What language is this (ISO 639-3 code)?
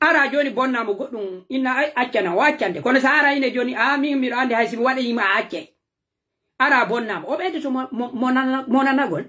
fuf